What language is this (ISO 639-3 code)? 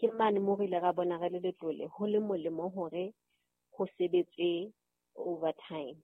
sot